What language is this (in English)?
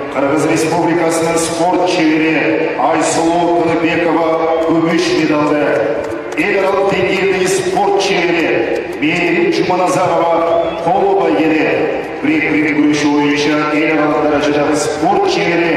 Kyrgyz